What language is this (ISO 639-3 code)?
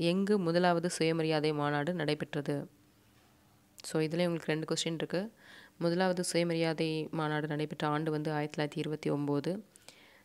tam